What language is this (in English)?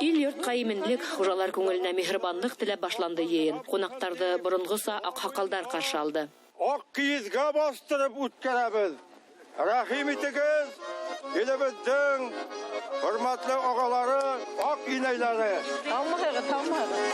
Bashkir